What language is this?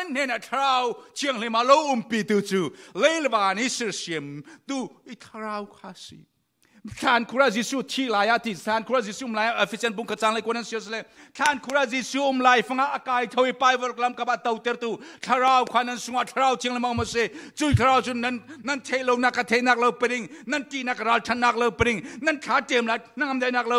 Falam Chin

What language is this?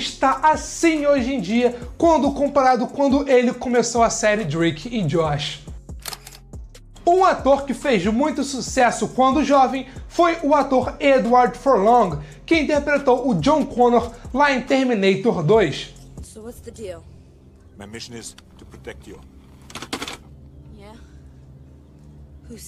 Portuguese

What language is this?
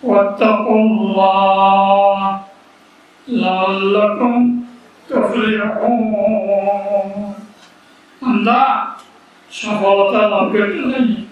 Rohingya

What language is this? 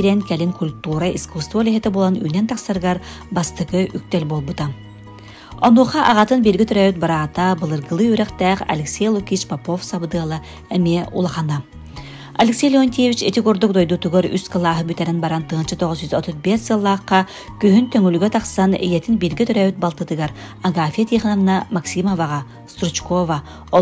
Yakut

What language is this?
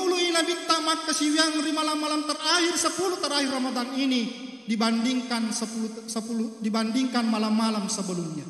Buginese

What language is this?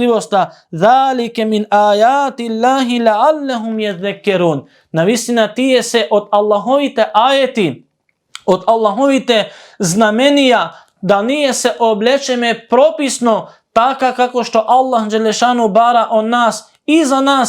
Macedonian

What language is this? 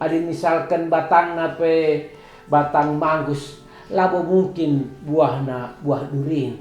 Batak Karo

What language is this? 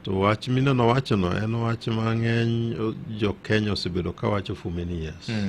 Luo (Kenya and Tanzania)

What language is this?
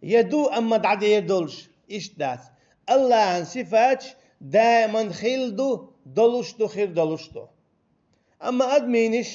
Chechen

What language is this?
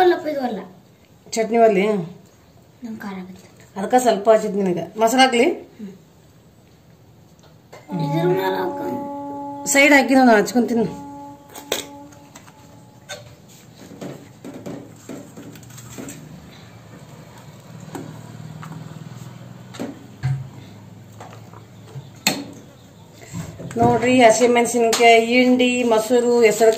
Kannada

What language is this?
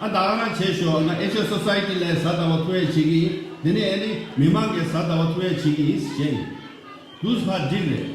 Tibetan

